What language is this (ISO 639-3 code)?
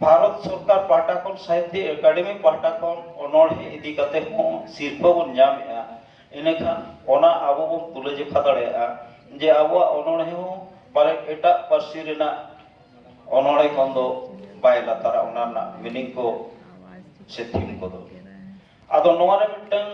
sat